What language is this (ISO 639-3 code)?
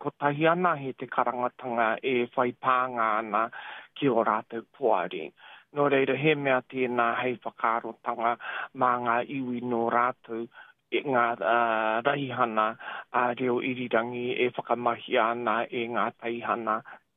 mri